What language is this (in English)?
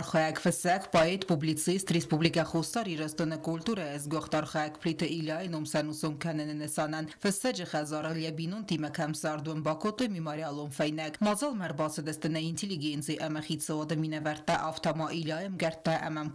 Ossetic